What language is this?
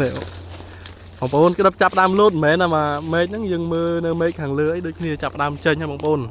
Khmer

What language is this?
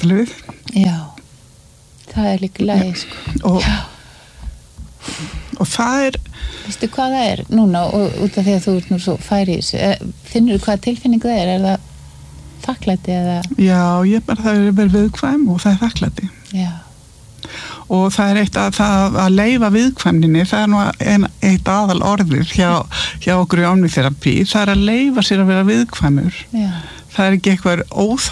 Icelandic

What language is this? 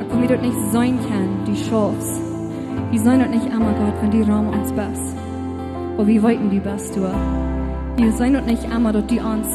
Plautdietsch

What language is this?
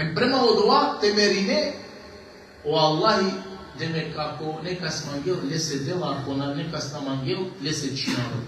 Balkan Romani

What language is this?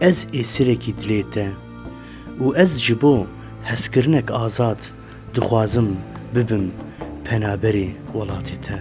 Kurdish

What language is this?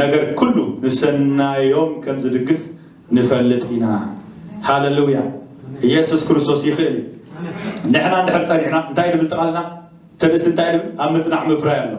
Tigrinya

